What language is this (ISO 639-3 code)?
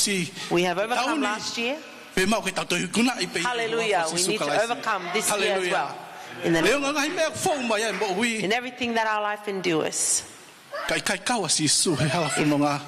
ton